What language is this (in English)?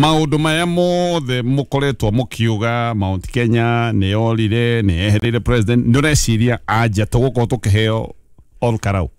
Kikuyu